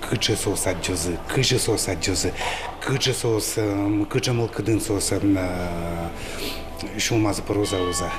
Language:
Udmurt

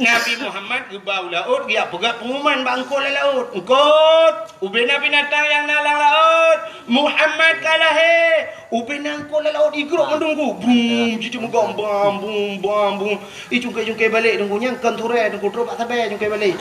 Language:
Achinese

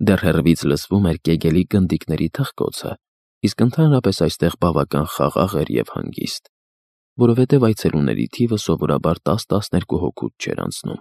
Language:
Armenian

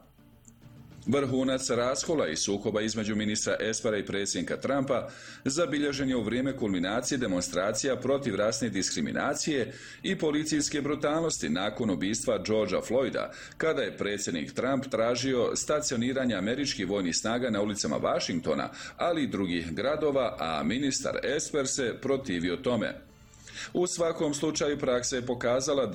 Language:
Bosnian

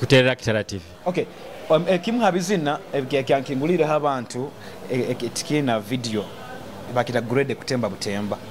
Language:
Nyoro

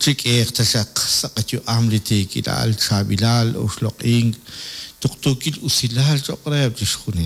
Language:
Kekchí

